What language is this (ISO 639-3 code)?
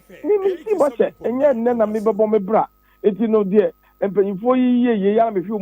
aka